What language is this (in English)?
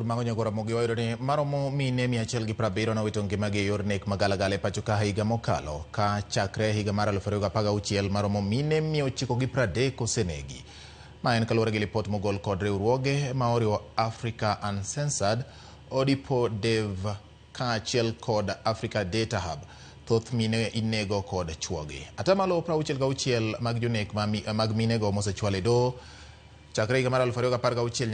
Luo (Kenya and Tanzania)